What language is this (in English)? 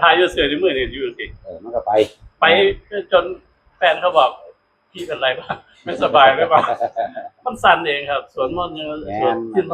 Northeastern Thai